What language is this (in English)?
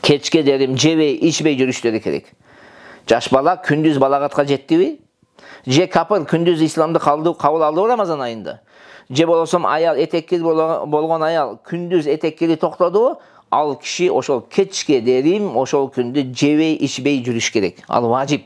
Kyrgyz